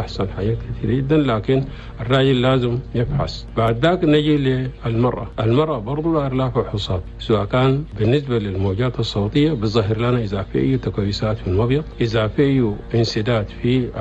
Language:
Chadian Arabic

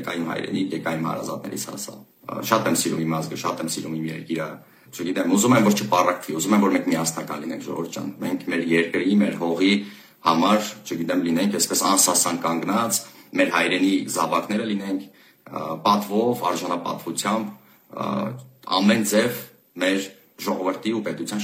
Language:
Armenian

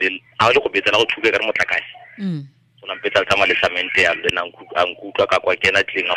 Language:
Tswana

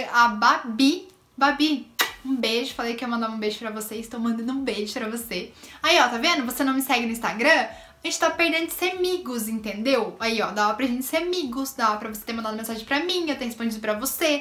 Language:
Portuguese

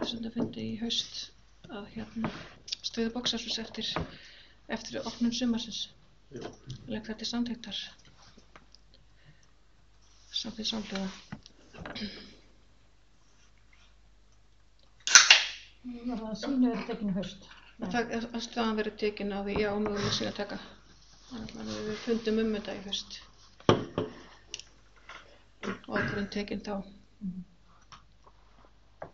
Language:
Icelandic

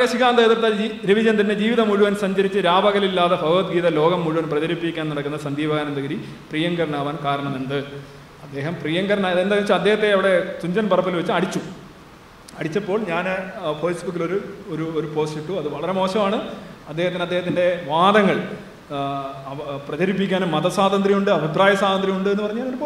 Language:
Malayalam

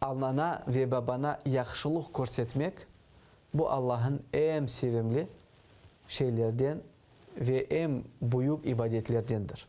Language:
Crimean Tatar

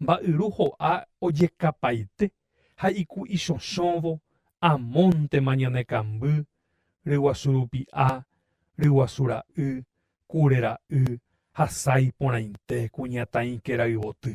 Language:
Guarani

